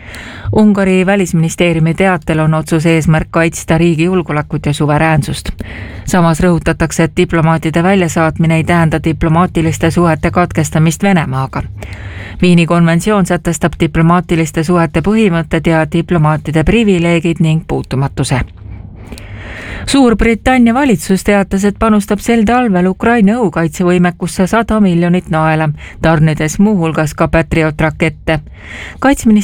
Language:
Estonian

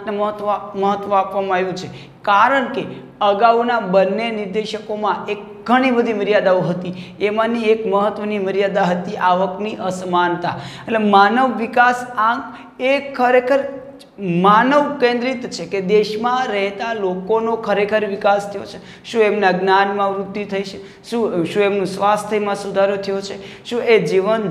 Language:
Gujarati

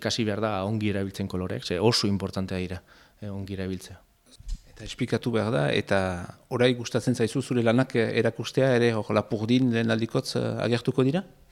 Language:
Basque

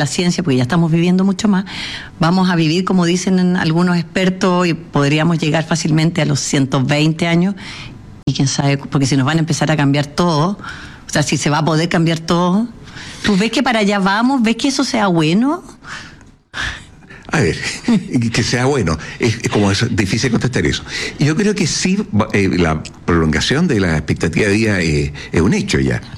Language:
Spanish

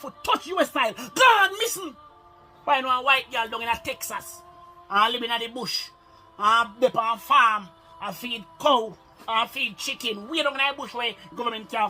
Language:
Jamaican Creole English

